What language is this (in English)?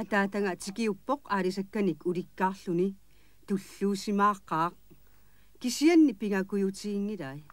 Kalaallisut